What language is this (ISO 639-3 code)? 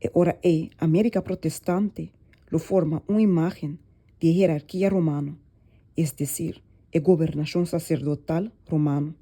pap